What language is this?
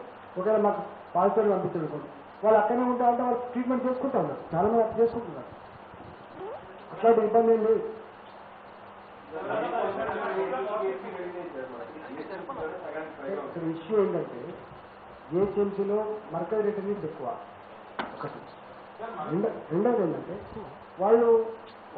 Telugu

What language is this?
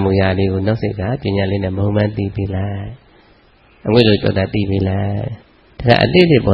Burmese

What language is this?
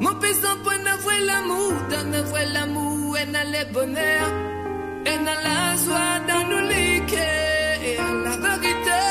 Morisyen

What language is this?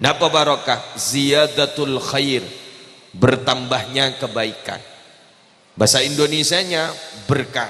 Madurese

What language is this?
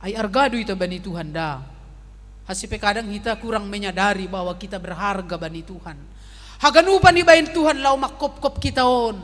Batak Simalungun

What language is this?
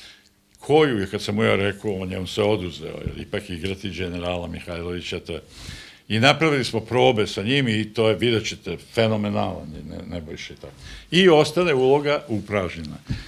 Serbian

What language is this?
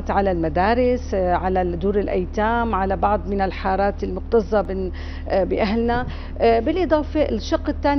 North Levantine Arabic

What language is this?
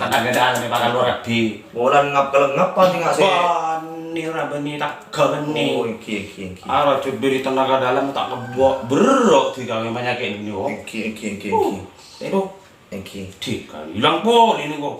Madurese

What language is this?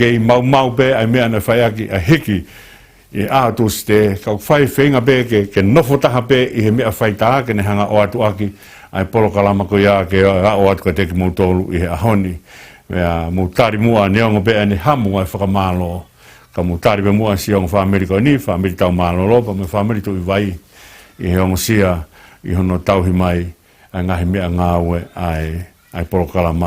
Tongan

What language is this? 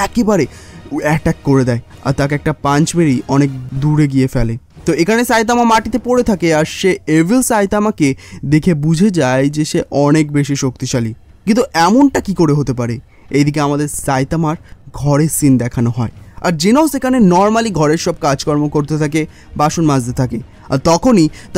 Bangla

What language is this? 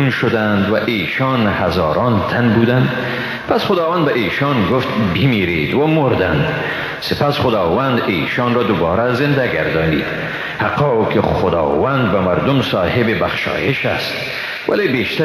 Persian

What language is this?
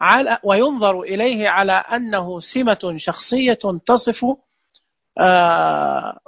Najdi Arabic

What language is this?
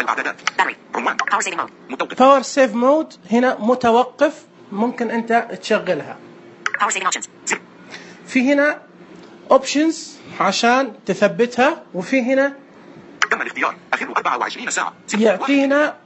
Najdi Arabic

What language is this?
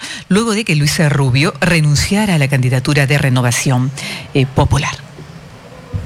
Spanish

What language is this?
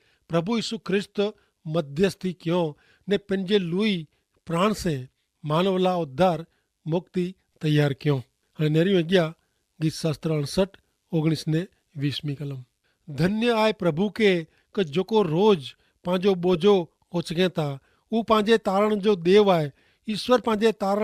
Kachhi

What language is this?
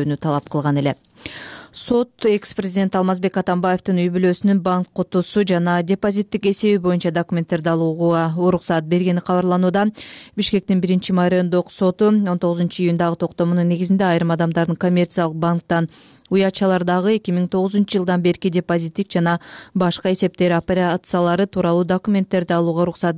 Kyrgyz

